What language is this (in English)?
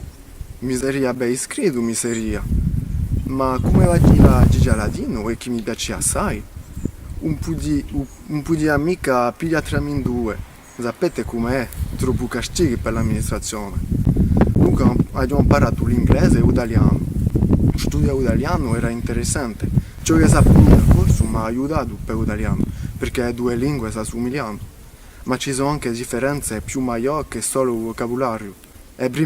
Corsican